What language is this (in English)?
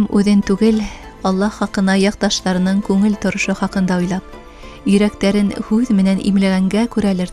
Bashkir